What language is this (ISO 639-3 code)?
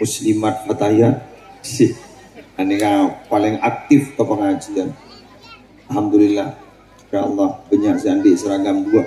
mad